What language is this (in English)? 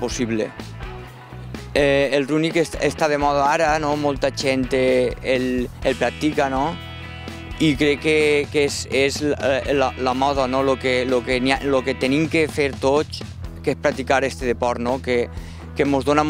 Catalan